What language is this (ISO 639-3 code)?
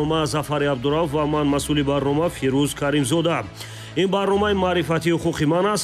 tgk